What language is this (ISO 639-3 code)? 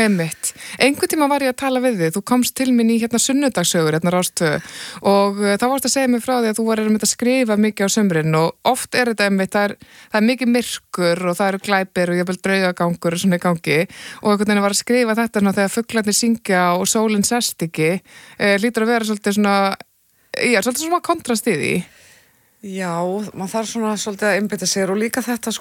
isl